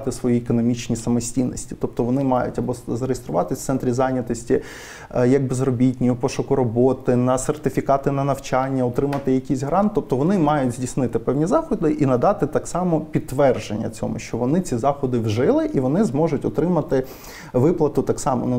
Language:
Ukrainian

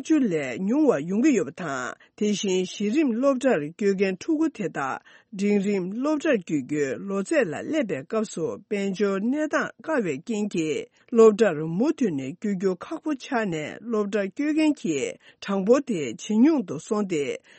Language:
Tibetan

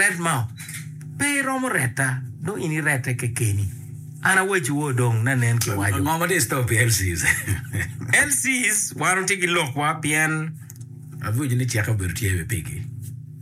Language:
Acoli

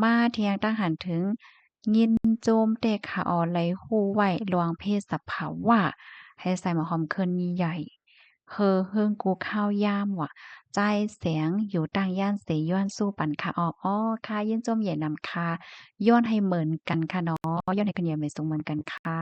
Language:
Shan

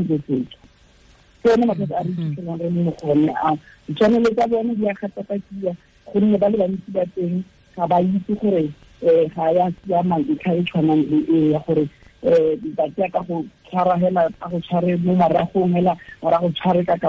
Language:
Tswana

